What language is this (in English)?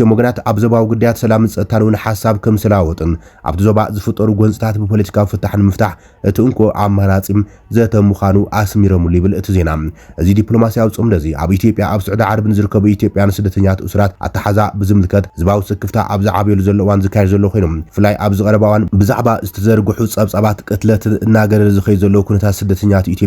Tigrinya